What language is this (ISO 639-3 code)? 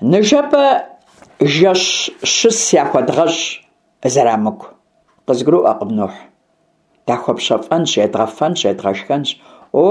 kbd